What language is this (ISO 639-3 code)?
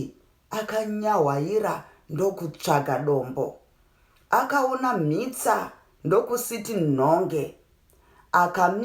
sna